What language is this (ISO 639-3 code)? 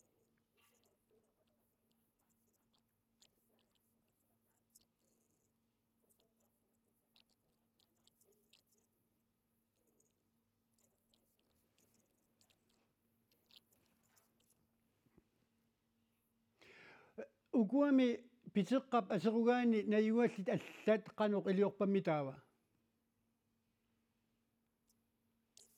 kal